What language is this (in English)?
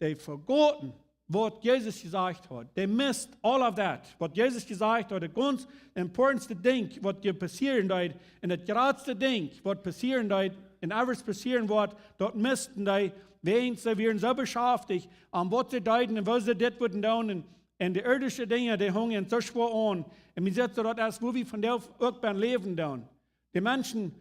Plautdietsch